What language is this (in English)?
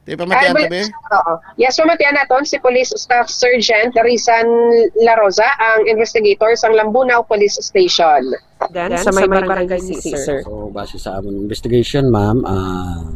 Hiligaynon